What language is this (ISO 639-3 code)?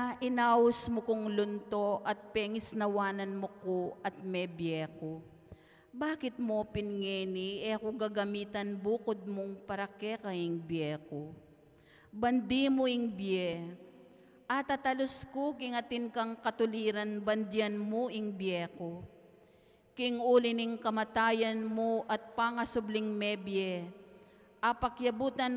pam